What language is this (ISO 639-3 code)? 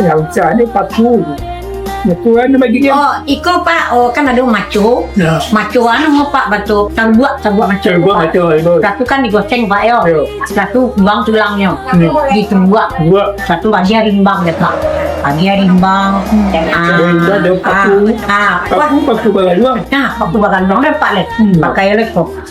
min